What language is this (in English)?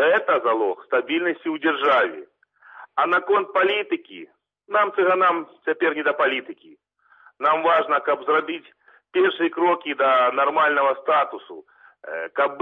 Belarusian